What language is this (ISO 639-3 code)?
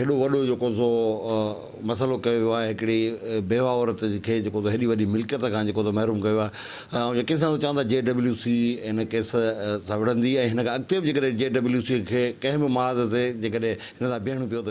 snd